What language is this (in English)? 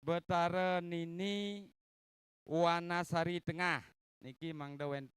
Balinese